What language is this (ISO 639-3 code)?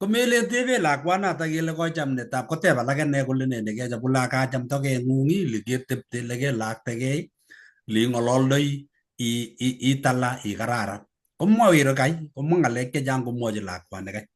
kln